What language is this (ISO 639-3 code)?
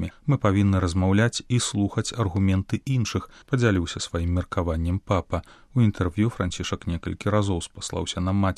bel